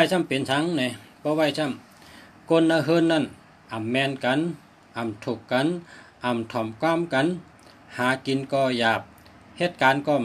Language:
Shan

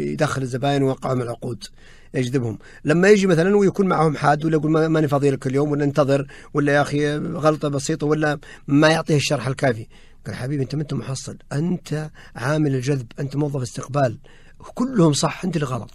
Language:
Najdi Arabic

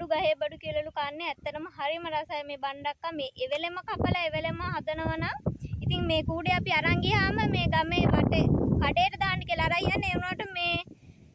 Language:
Sinhala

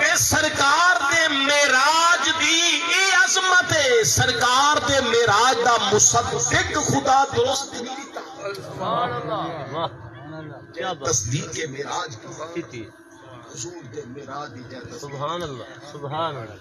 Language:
Saraiki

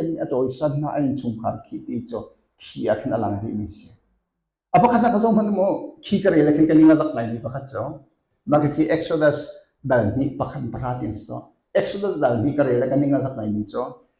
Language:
Hakha Chin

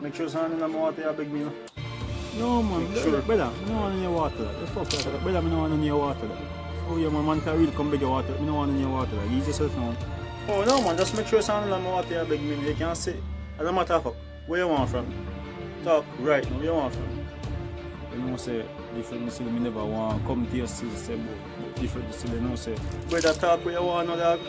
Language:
Jamaican Creole English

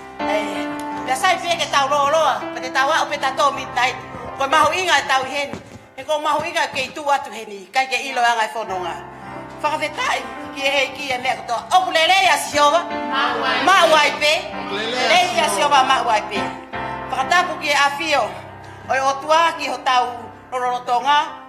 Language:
Tongan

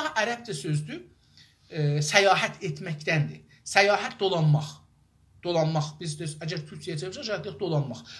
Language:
South Azerbaijani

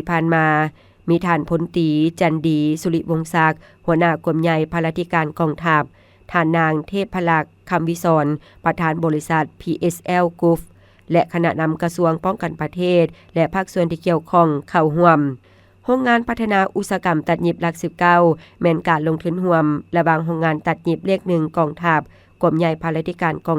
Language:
Lao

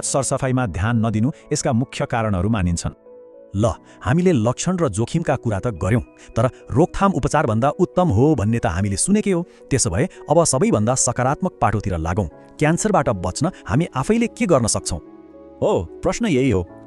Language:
Nepali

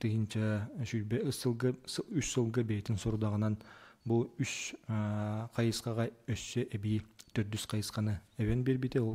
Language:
Yakut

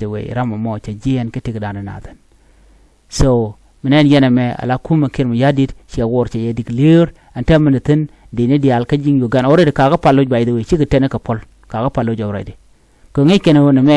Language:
Nuer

